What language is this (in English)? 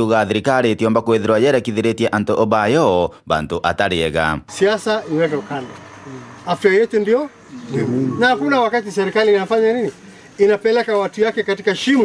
Meru